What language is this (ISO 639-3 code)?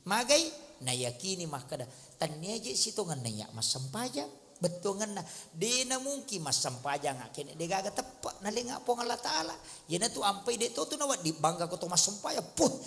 bug